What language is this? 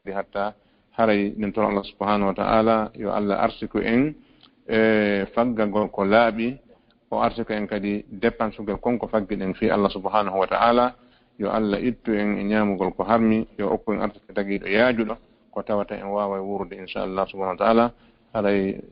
Fula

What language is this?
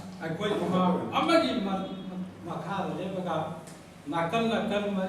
Manipuri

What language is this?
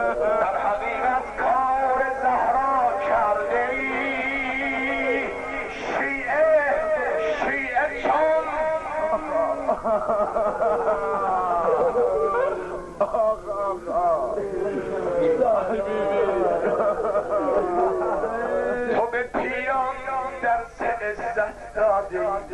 Persian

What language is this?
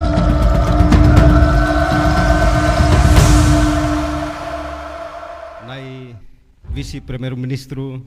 Tetum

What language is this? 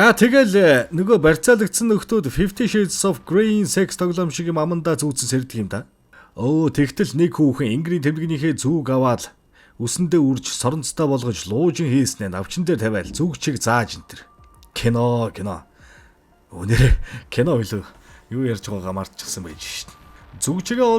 Mongolian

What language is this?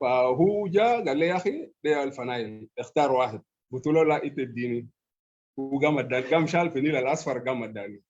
Sudanese Arabic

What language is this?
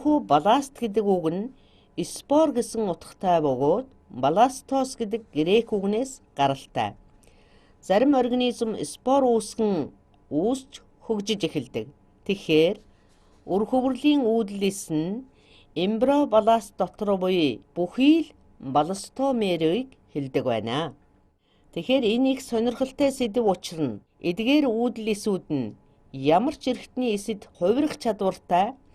Mongolian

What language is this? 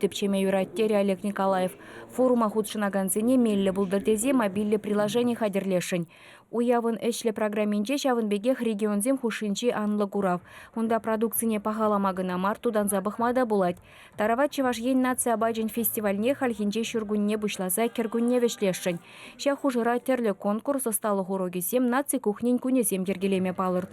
Chuvash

